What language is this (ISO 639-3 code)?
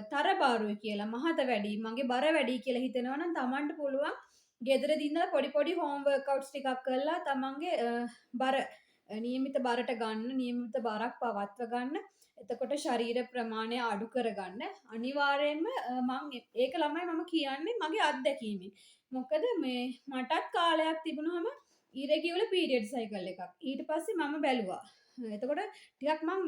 sin